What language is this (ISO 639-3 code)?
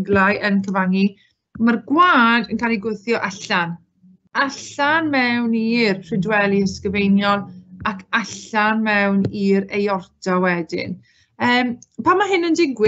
cym